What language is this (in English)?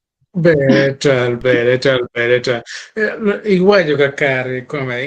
Acoli